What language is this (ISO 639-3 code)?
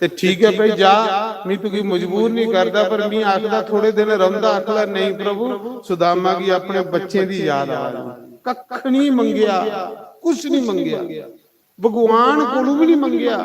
doi